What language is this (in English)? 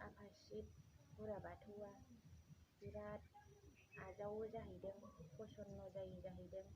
Bodo